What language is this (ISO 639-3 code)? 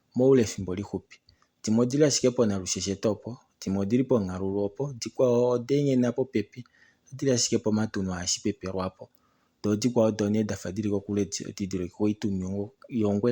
kua